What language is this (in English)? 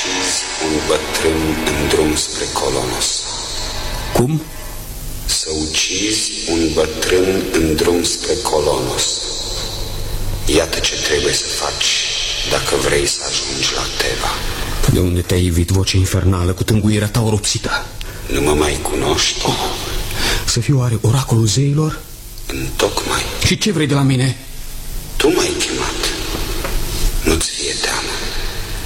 Romanian